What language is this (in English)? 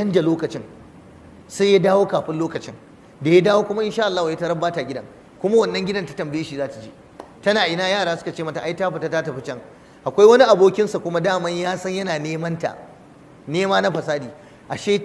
Hausa